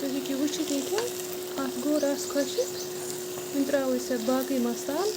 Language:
Kashmiri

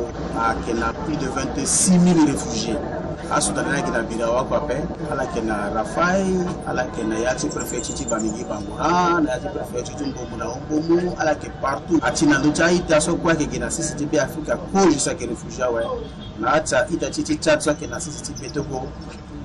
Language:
Sango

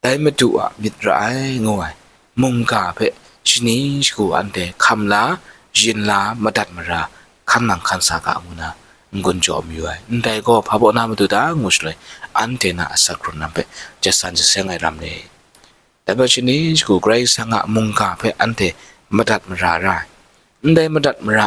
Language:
Kachin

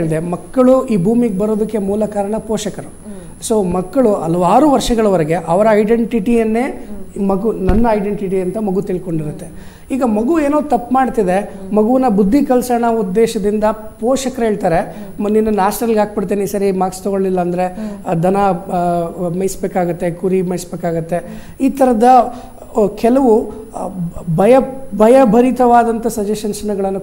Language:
Kannada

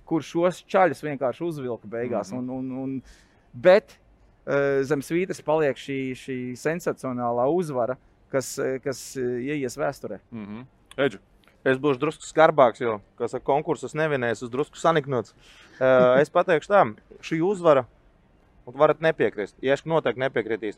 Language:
Latvian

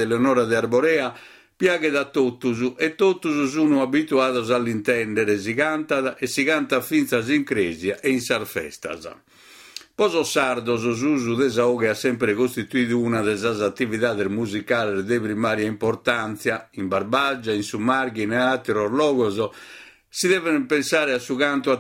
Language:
Sardinian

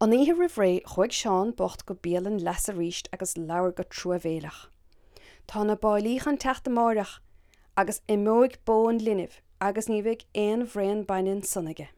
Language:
Irish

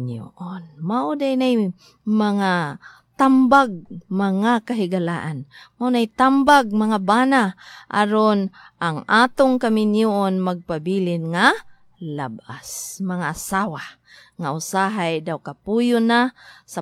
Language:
Cebuano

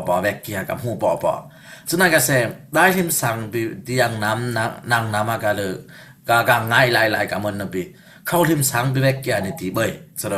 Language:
Dimasa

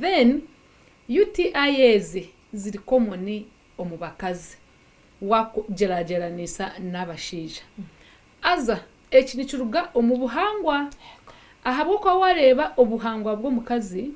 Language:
Nyankole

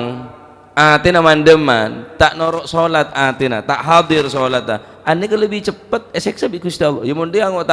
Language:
Madurese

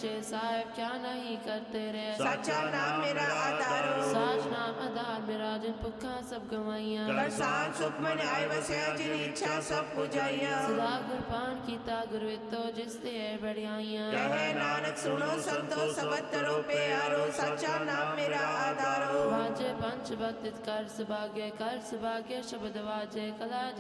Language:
Punjabi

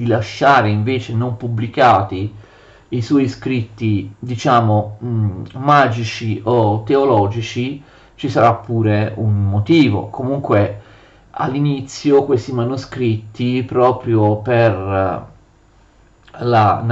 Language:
Italian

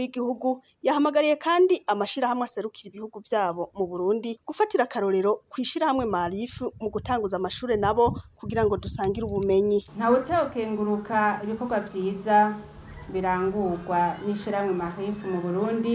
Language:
Rundi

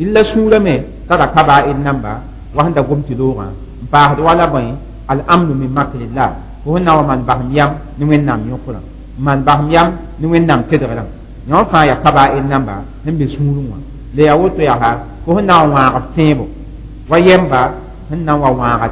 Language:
Mossi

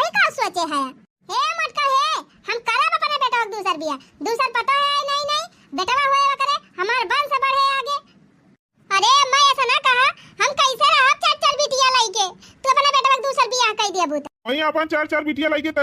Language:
Awadhi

